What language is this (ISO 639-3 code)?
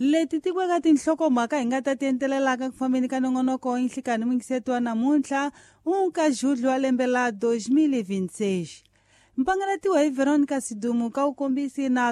tso